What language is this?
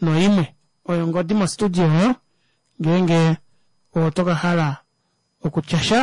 Kuanyama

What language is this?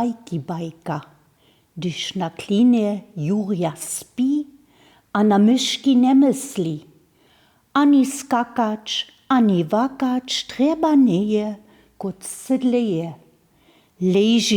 Upper Sorbian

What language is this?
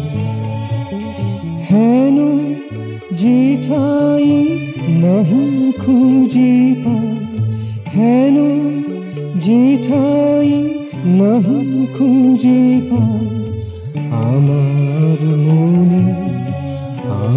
Bangla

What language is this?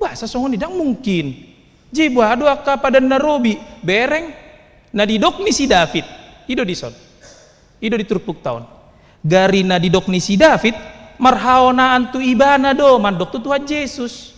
Batak Toba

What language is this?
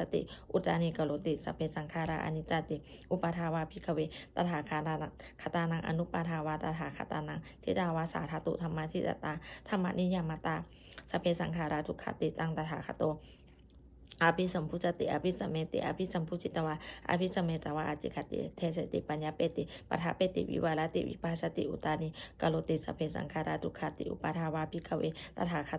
Pali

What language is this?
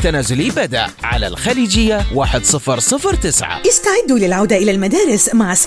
Arabic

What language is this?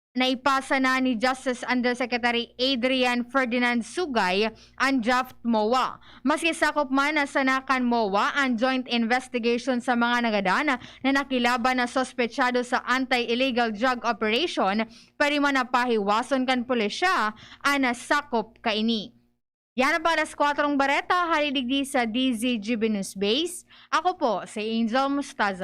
Bikol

